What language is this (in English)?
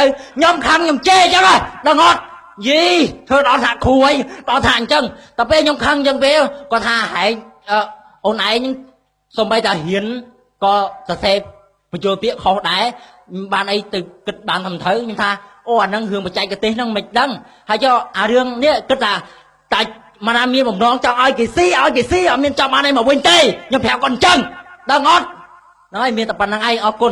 Khmer